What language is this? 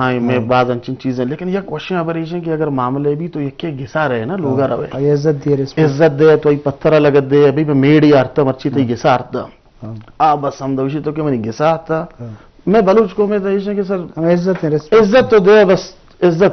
Eastern Balochi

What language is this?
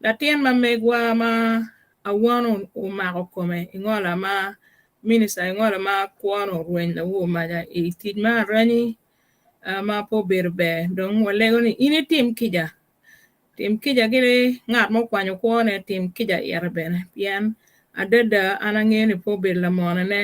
Acoli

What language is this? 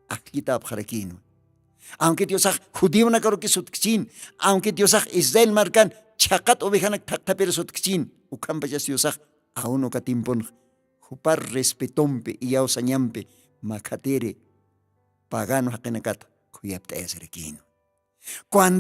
Aymara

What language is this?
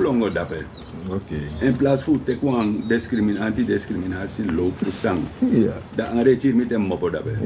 Sranan Tongo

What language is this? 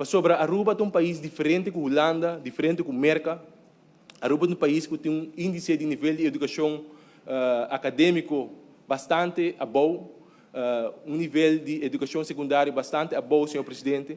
Papiamento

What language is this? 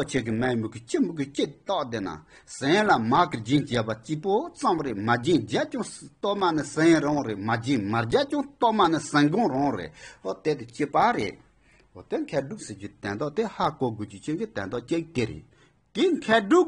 Tibetan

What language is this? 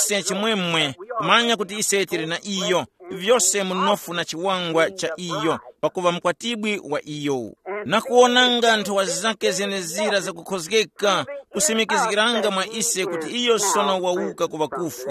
Tumbuka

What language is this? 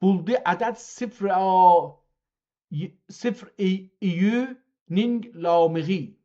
South Azerbaijani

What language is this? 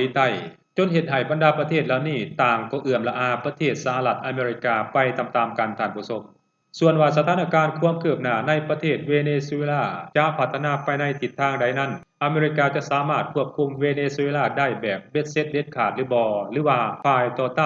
Lao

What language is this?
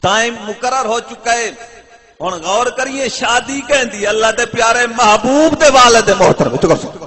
Saraiki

